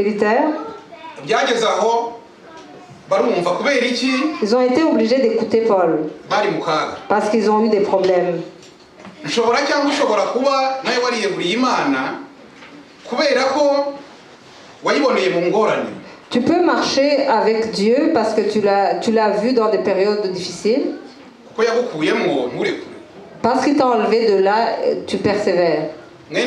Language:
Kinyarwanda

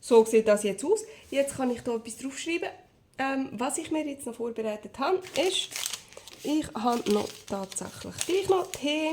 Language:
Swiss German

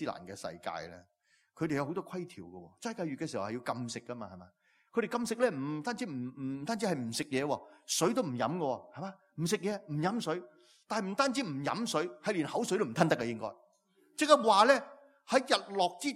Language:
Cantonese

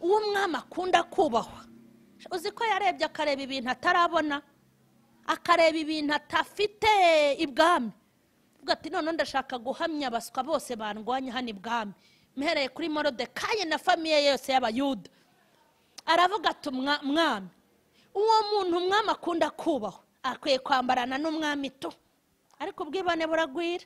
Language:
Kinyarwanda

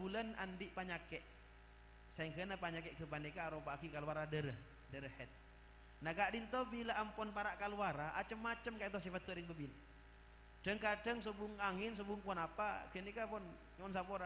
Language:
Madurese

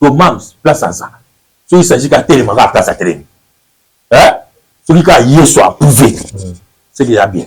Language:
Lingala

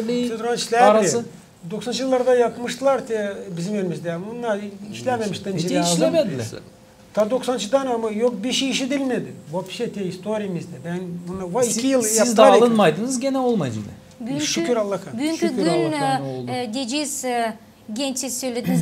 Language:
Gagauz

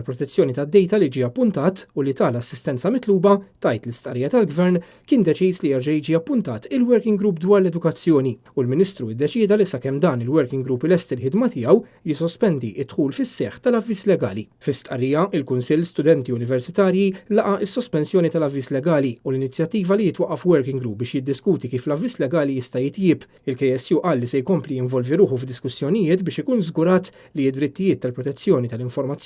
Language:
Maltese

